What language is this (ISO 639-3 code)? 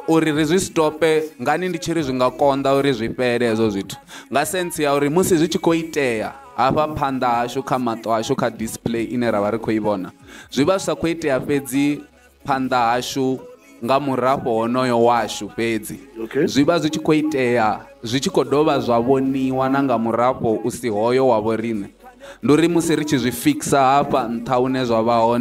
ven